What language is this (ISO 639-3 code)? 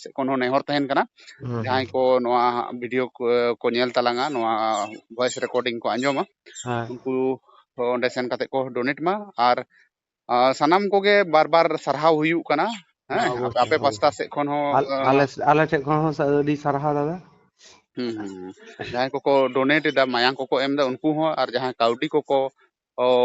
sat